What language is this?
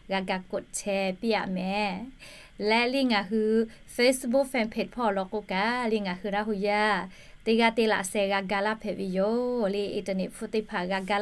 Lahu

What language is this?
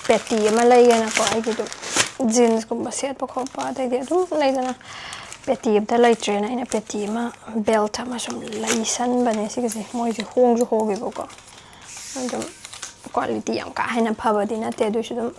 Manipuri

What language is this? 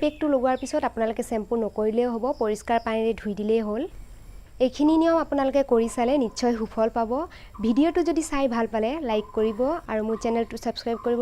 Assamese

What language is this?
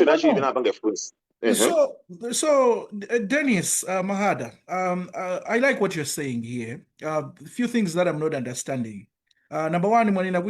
Nyanja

